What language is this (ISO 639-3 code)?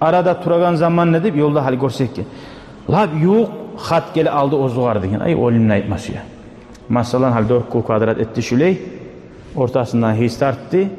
kum